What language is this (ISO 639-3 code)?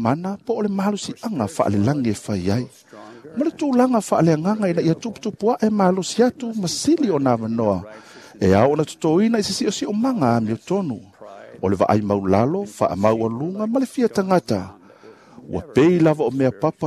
smo